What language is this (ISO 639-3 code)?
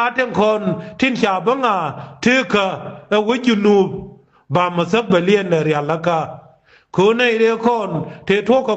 nus